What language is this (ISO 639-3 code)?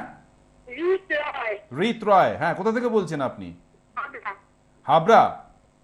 ben